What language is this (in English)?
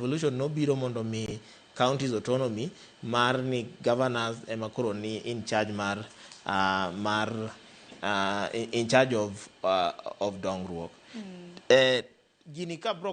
Luo (Kenya and Tanzania)